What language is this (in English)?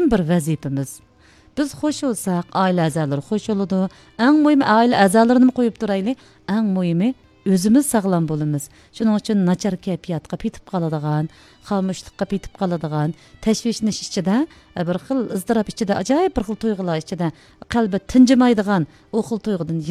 Uyghur